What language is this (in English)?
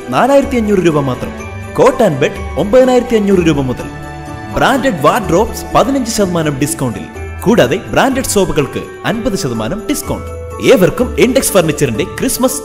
Malayalam